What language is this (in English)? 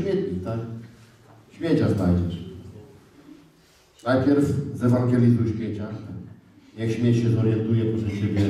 Polish